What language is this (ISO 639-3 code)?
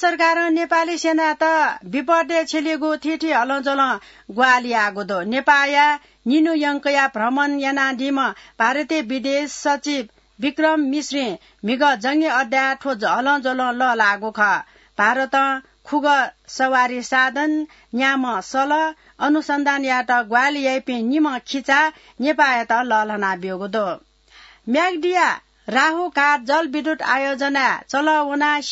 new